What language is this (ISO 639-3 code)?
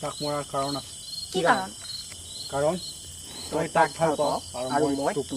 asm